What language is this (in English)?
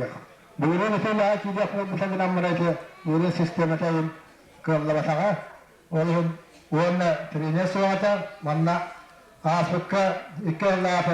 Yakut